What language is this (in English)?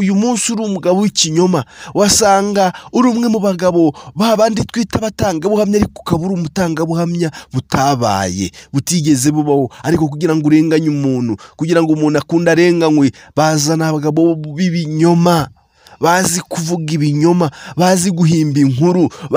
Kinyarwanda